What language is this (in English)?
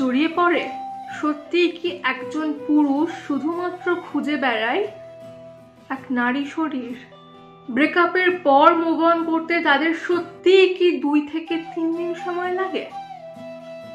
Bangla